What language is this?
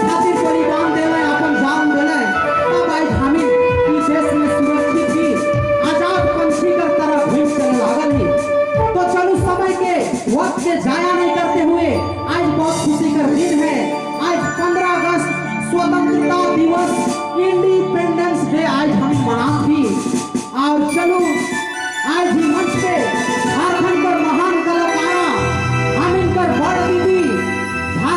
Sadri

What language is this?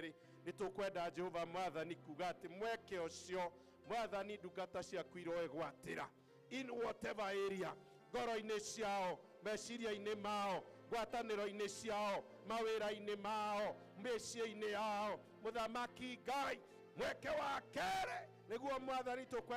Kikuyu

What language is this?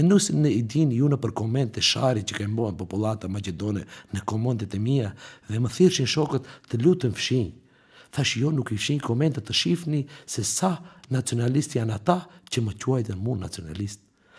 Albanian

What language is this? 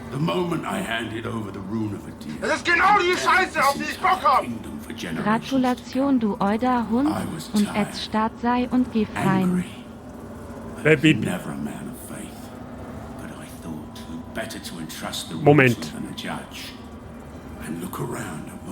Bavarian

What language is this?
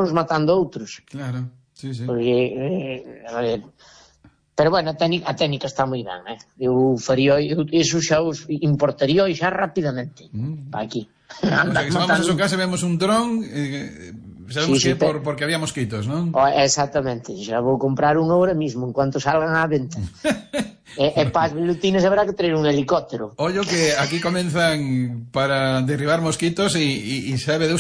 Galician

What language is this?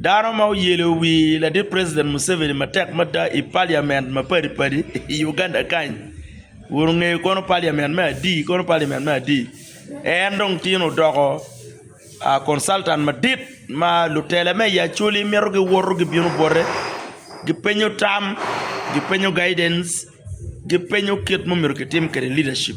Acoli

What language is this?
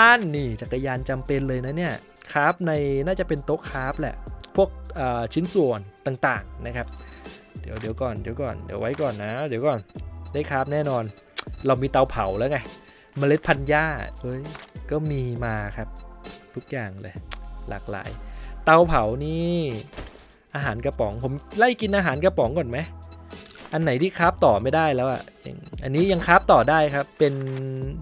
Thai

